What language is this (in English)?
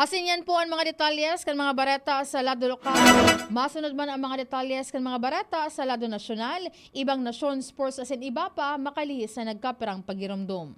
Bikol